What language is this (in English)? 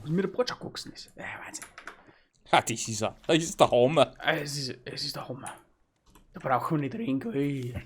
Bavarian